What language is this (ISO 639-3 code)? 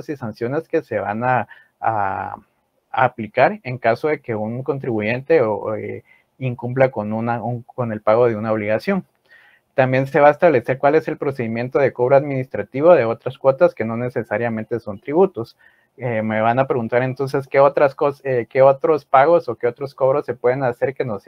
spa